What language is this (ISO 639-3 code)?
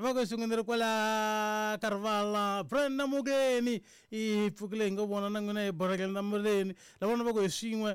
tso